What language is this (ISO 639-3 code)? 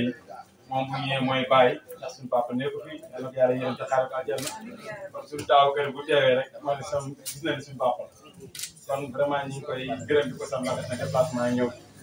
wol